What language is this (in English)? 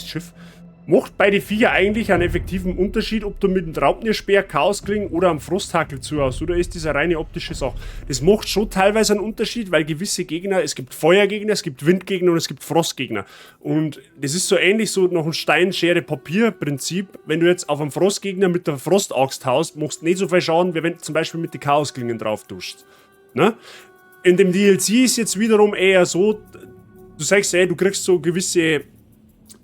Bavarian